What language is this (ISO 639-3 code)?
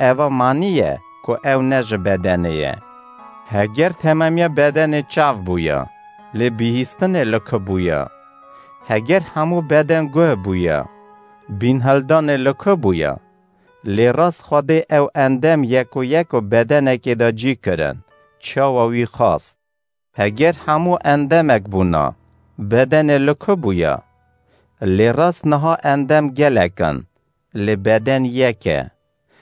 kur